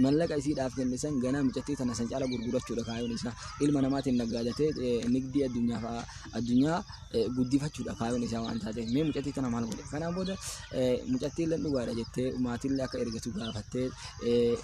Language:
Oromo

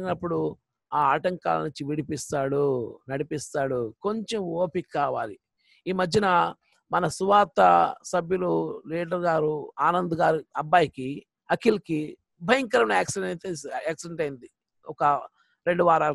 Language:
Telugu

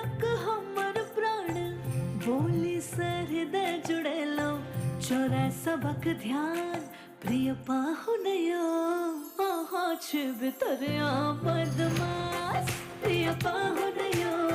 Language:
Maithili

